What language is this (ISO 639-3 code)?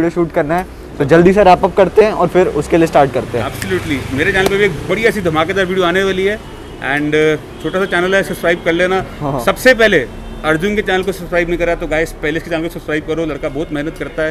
hin